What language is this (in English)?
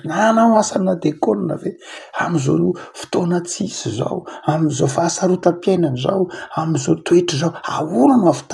Malagasy